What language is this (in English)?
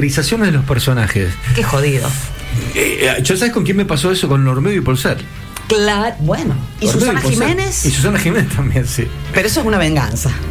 Spanish